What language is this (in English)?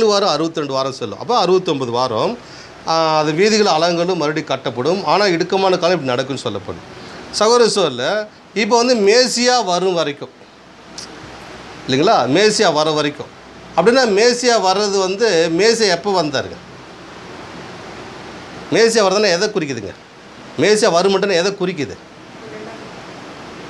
Tamil